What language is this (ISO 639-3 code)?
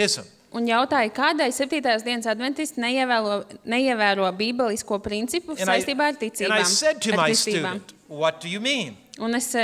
lav